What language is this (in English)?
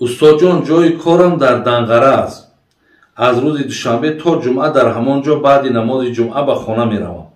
Tajik